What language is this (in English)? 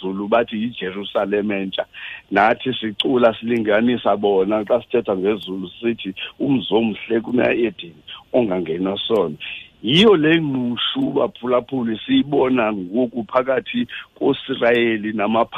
Xhosa